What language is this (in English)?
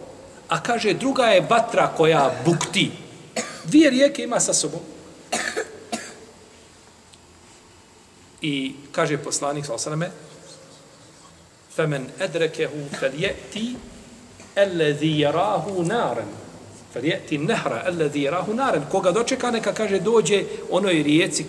Bosnian